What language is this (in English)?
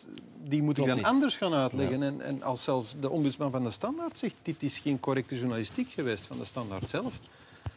Dutch